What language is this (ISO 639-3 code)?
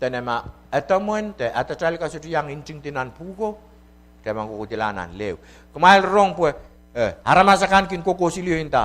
pon